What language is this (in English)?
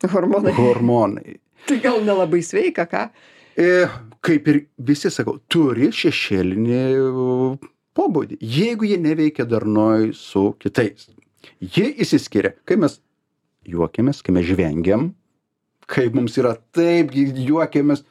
Lithuanian